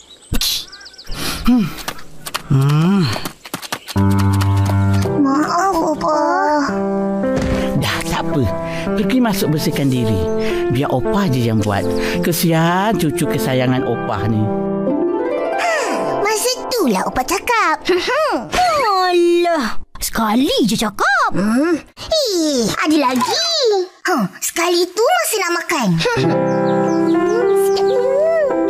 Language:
Malay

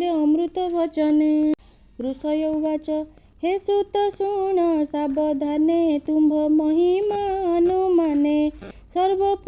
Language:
Odia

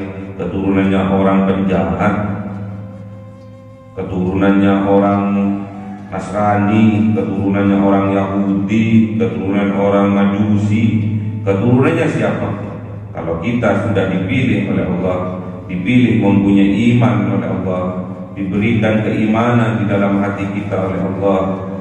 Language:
Indonesian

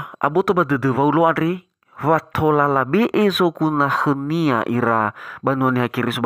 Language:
Nias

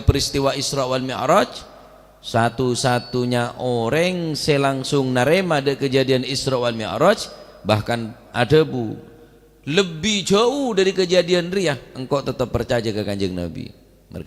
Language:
Madurese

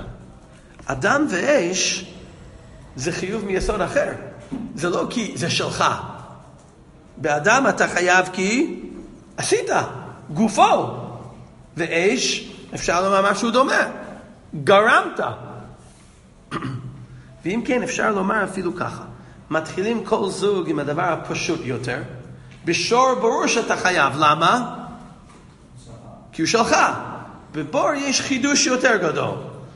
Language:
Hebrew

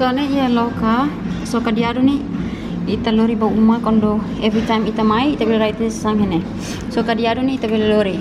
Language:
Tetum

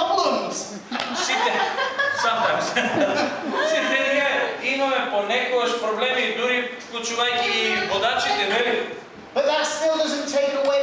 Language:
Macedonian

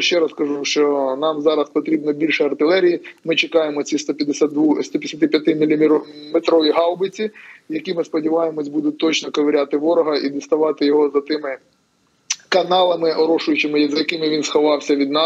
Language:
Ukrainian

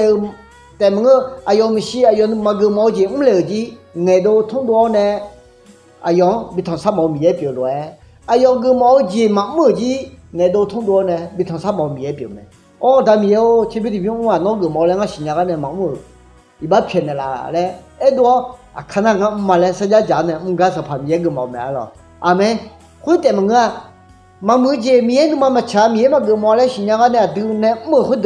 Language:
Akha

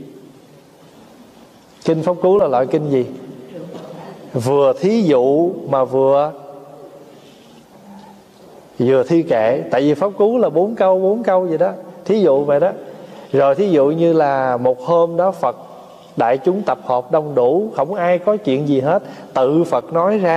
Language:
Vietnamese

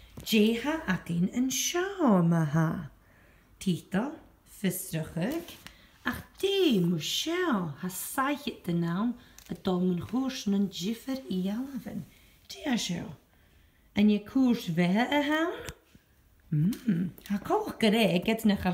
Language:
Scottish Gaelic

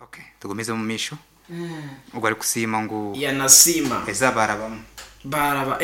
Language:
Nyankole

